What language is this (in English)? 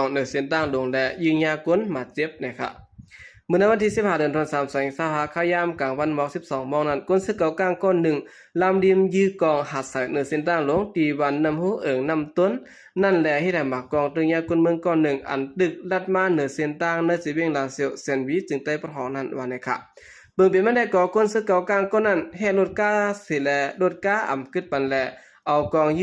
Shan